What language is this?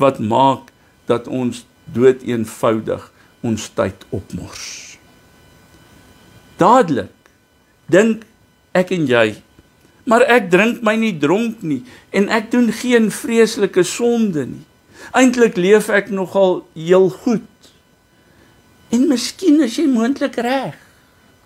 Afrikaans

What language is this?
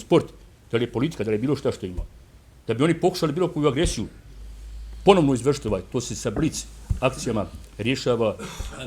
Bosnian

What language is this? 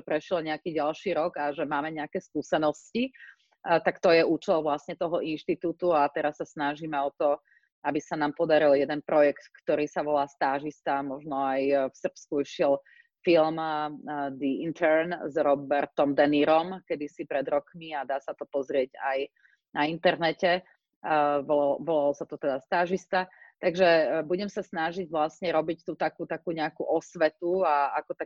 Slovak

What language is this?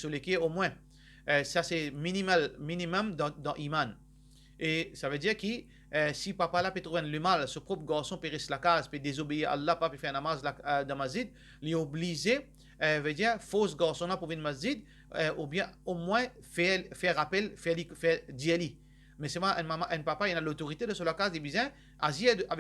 Morisyen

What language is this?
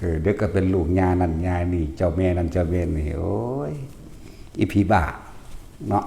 Northeastern Thai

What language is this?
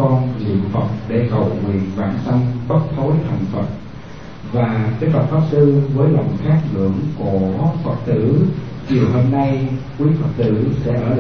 Vietnamese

